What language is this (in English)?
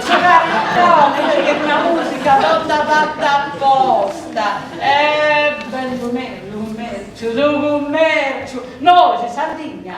Sardinian